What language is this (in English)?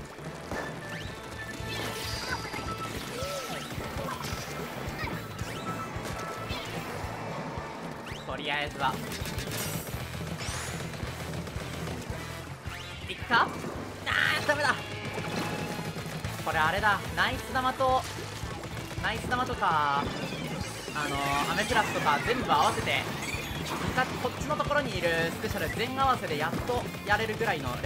Japanese